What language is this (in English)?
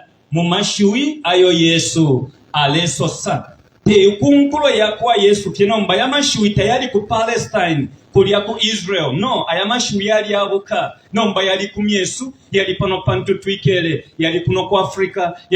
Bemba